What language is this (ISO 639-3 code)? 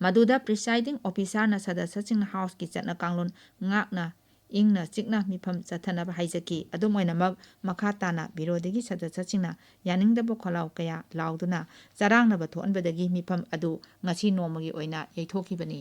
mni